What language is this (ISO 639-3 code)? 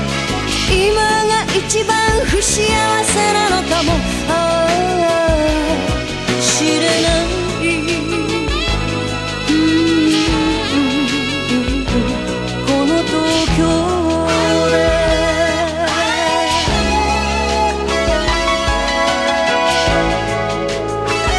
jpn